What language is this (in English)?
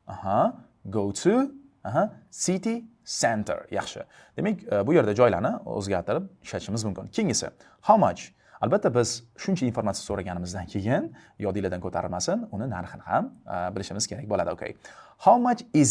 Uzbek